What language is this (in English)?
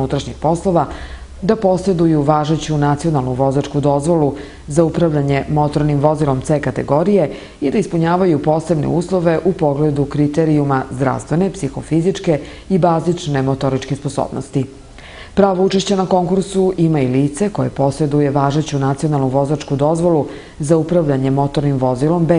Serbian